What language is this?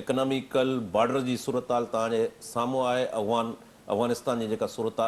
Sindhi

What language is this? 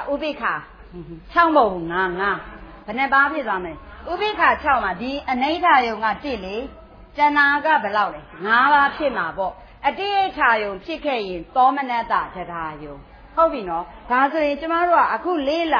Burmese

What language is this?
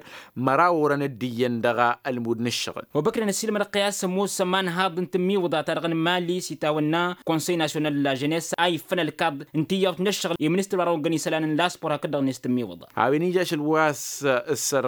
Tamasheq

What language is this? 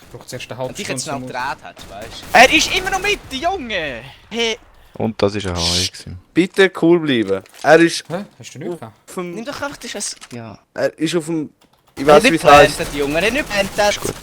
Swiss German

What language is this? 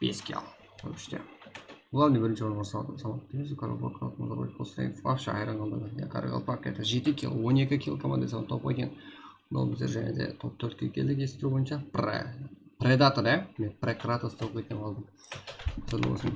Kara-Kalpak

